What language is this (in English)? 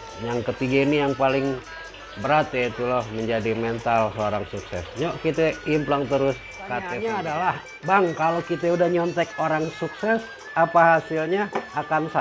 Betawi